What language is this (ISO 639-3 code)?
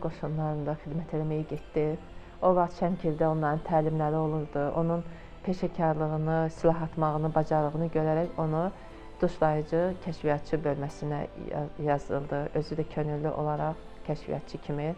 aze